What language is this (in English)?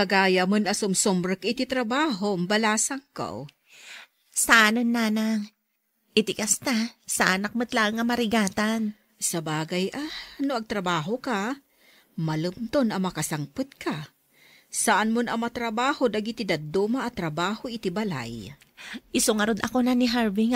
Iloko